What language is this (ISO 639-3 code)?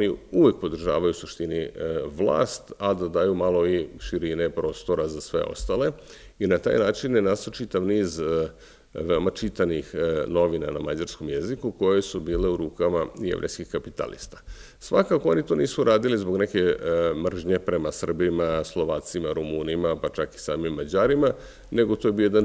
srp